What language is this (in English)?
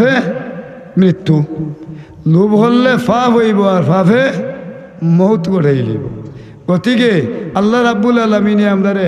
Sylheti